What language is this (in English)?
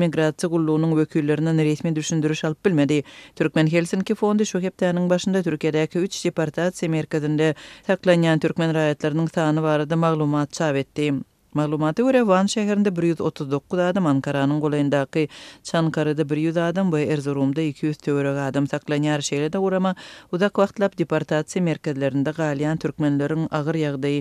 Turkmen